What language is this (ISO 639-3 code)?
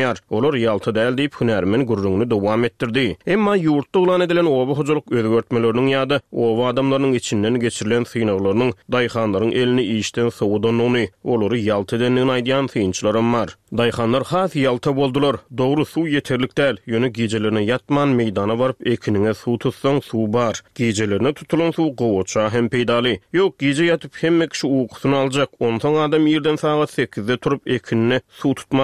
tuk